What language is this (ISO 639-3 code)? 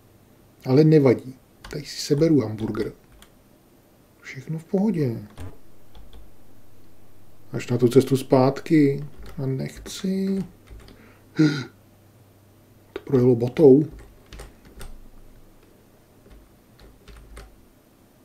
ces